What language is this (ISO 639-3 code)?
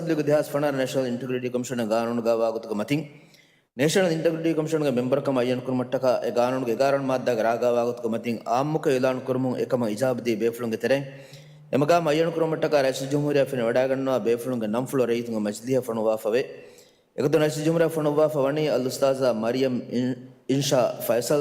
div